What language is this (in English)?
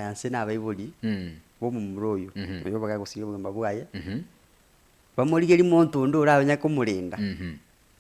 Gusii